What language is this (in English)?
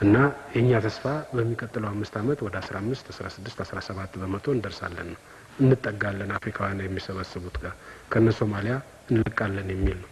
Amharic